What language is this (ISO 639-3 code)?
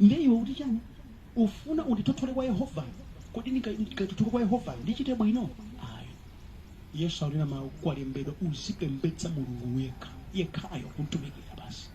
nya